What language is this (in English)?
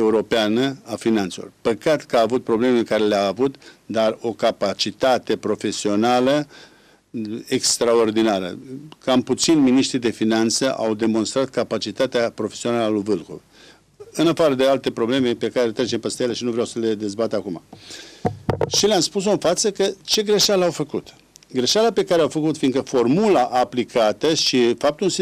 Romanian